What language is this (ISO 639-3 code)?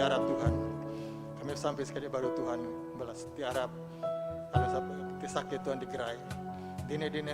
iba